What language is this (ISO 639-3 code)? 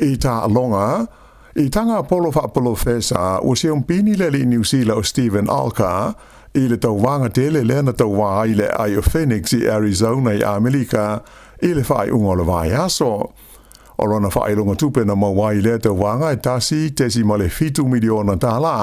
smo